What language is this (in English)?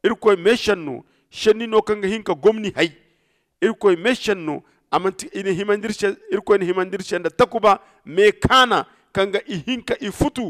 Zarma